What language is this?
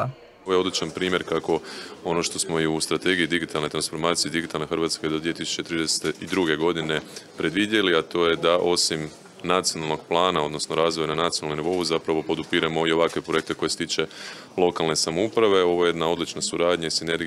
Croatian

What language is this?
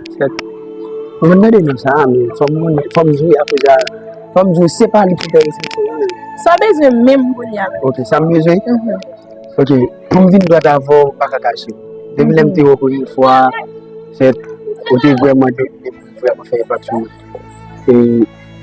Haitian Creole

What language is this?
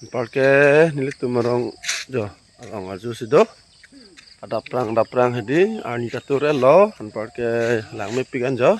Karbi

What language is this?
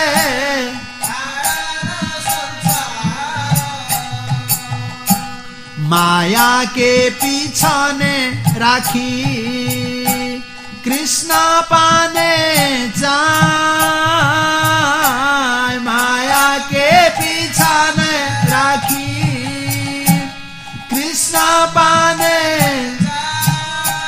Odia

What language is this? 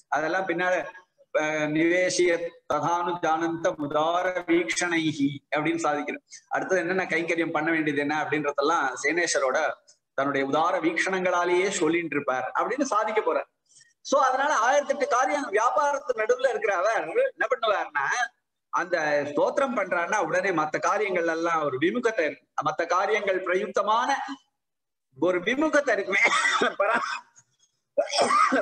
Tamil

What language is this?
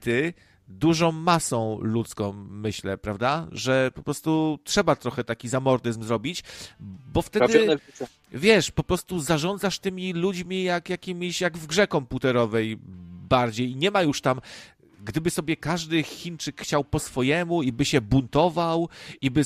Polish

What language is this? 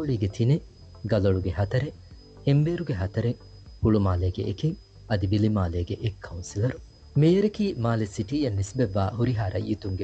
Divehi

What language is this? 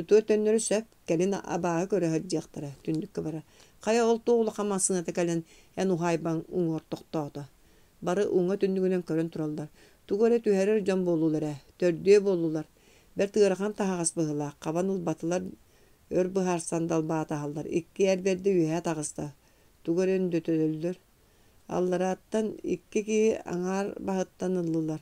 Yakut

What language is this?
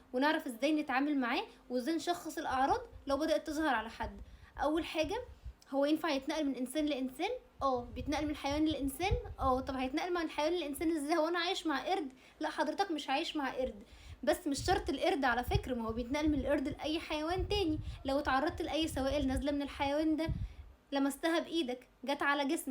Egyptian Arabic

